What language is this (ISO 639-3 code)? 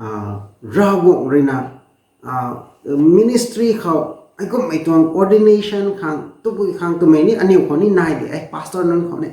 nbu